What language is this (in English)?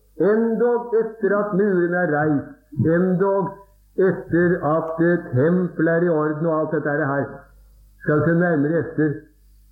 Norwegian